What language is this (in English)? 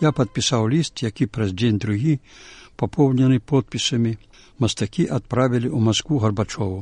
Belarusian